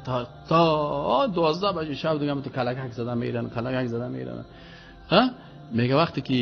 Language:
Persian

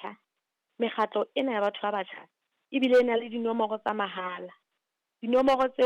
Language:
Southern Sotho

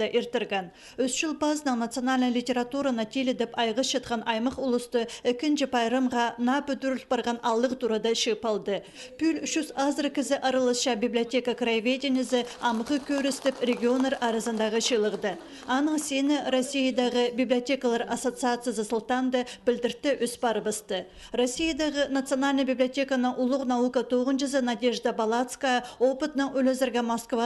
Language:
Khakas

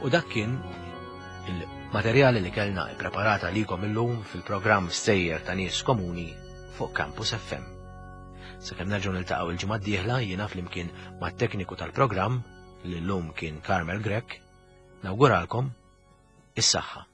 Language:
Maltese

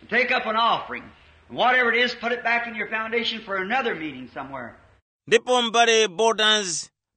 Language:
Tumbuka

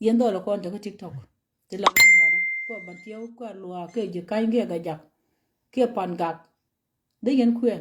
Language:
Nuer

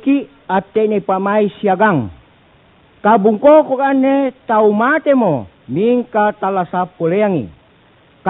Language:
Makasar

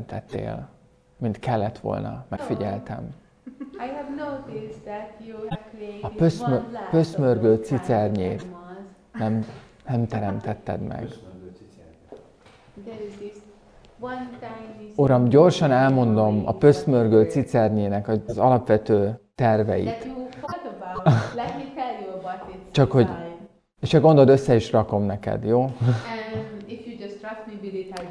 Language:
Hungarian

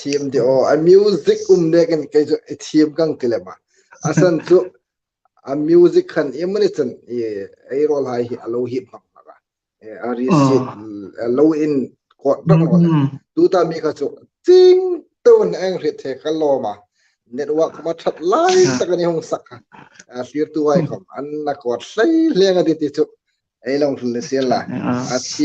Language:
Hmar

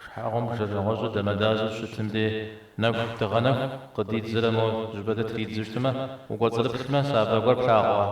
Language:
Kabardian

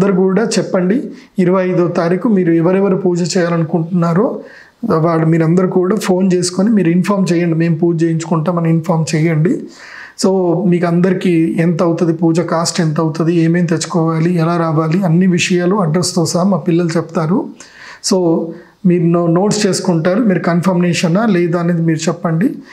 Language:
Telugu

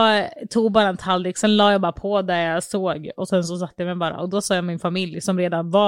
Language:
Swedish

